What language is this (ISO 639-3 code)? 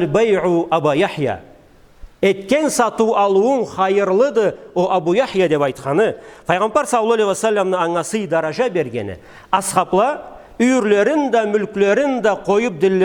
krc